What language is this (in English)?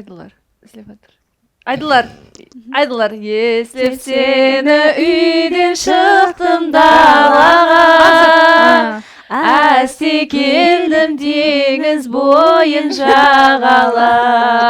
Kara-Kalpak